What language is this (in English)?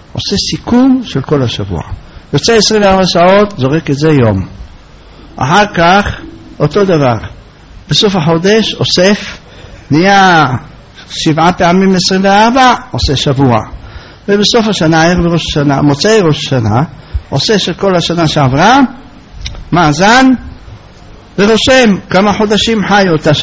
Hebrew